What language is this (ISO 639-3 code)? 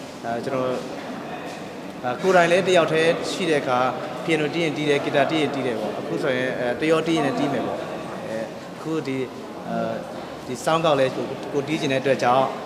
mya